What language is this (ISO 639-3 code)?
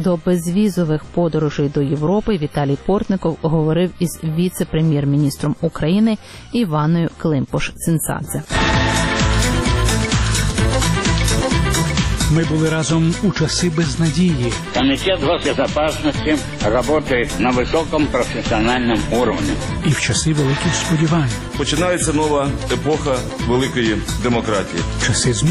ukr